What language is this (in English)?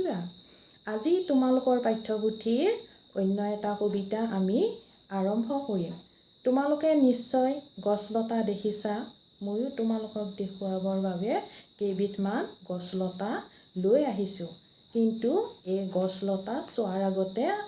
Assamese